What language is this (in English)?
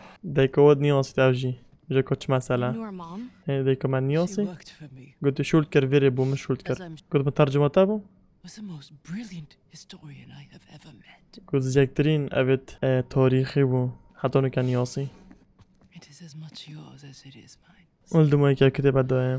Kurdish